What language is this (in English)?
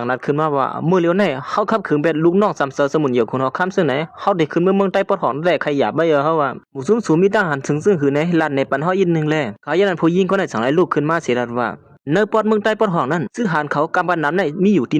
Shan